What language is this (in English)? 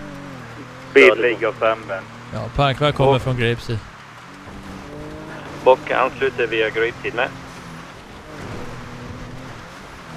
Swedish